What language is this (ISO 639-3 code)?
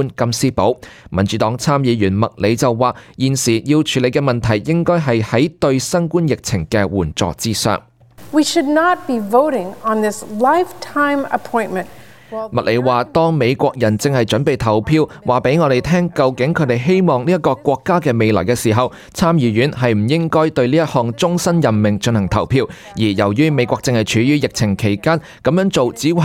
yue